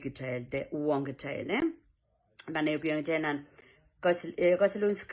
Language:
Pohnpeian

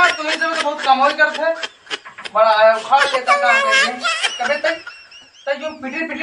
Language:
Awadhi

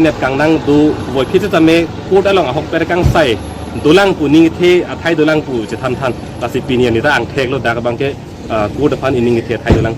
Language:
Karbi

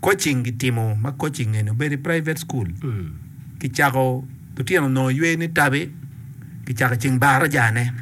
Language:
Acoli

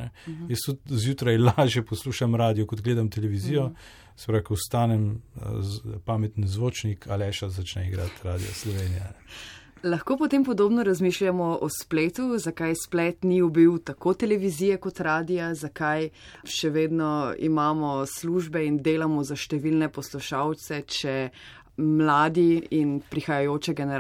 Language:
Slovenian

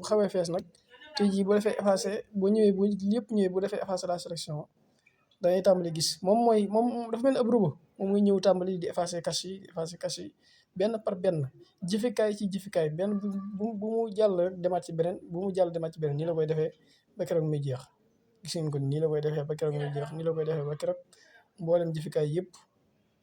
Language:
Wolof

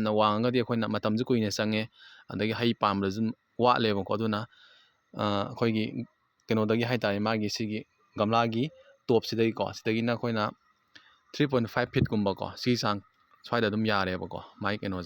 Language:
Manipuri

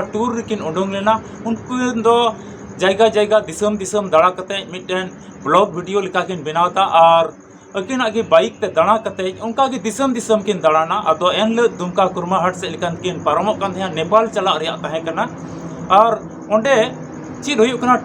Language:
Santali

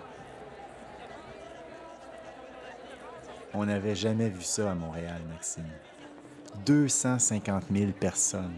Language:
French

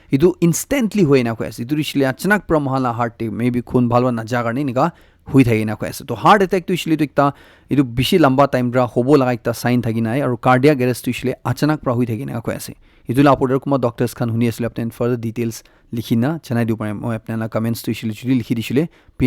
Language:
Naga Pidgin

